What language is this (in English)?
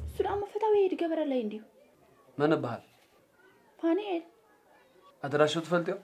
Tigrinya